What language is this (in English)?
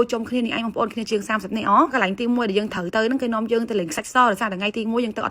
Khmer